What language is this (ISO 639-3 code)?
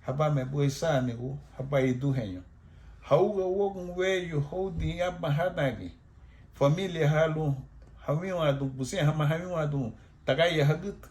cab